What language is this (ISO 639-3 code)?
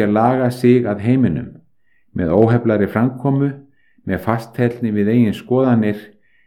isl